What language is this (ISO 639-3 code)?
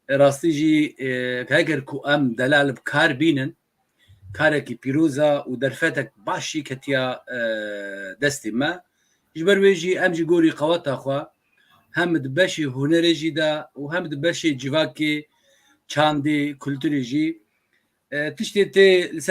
kur